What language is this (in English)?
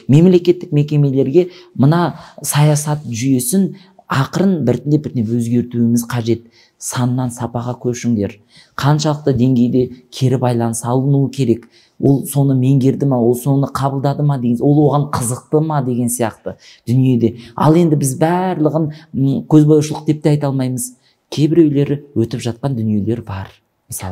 Kazakh